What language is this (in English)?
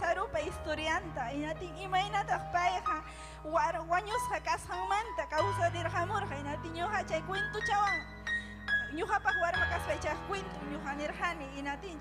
Ayacucho Quechua